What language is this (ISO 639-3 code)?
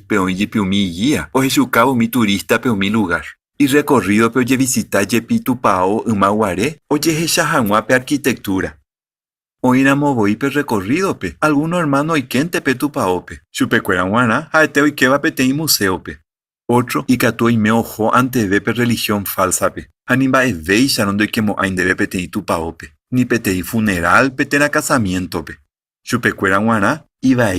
grn